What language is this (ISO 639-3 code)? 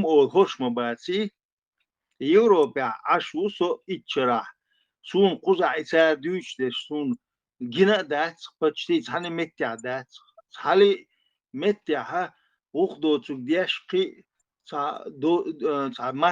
che